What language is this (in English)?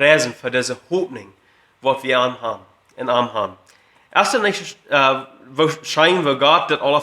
Plautdietsch